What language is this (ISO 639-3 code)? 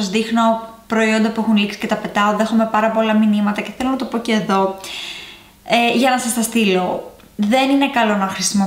ell